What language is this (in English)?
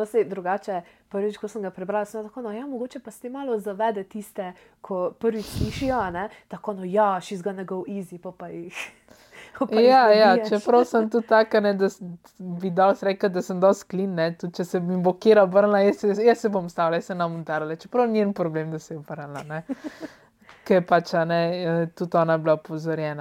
Slovenian